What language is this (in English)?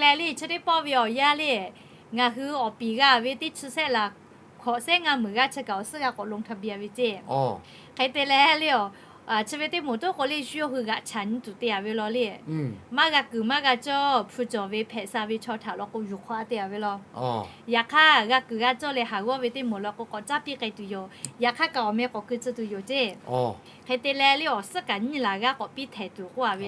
Lahu